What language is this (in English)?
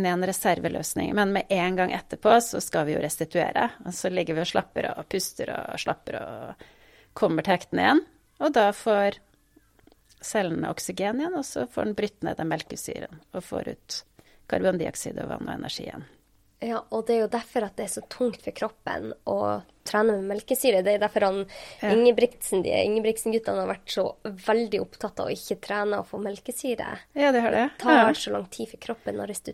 Norwegian